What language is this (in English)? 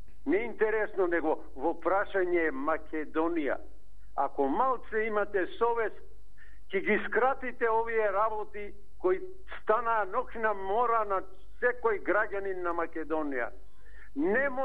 Macedonian